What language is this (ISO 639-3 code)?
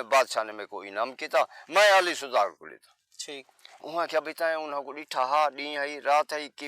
skr